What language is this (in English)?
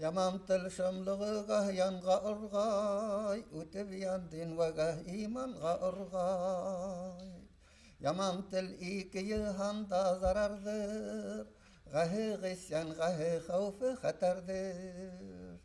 Bashkir